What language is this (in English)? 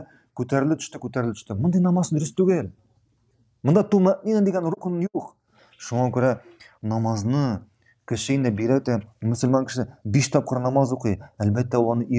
Tatar